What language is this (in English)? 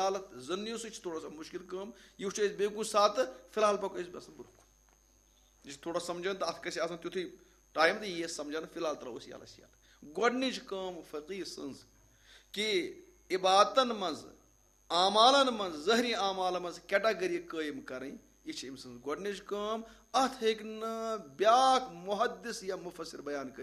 Kashmiri